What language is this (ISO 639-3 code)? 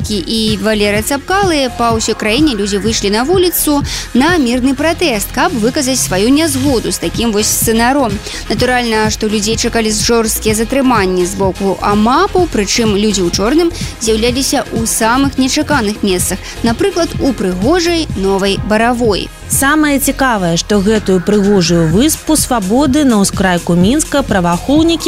bel